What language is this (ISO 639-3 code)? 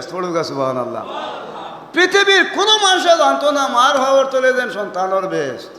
syl